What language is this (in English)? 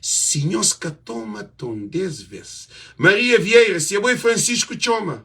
Kabuverdianu